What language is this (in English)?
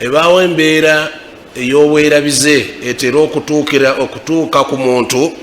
Ganda